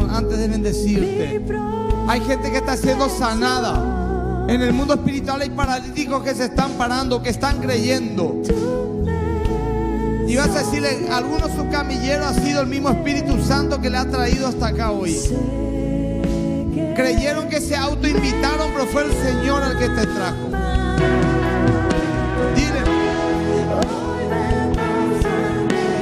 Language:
Spanish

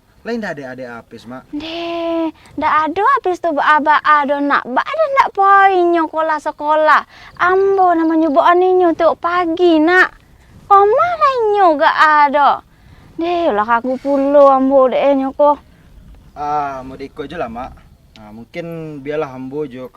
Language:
Minangkabau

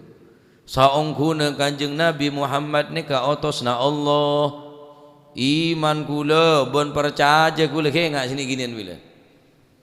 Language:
Madurese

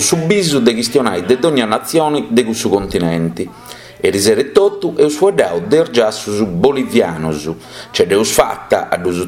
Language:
Sardinian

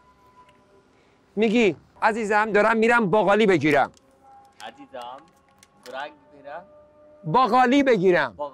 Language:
Persian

